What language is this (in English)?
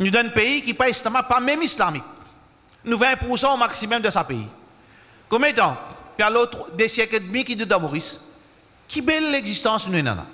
Morisyen